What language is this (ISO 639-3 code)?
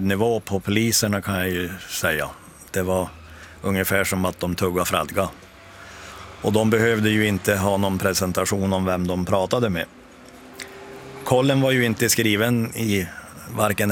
swe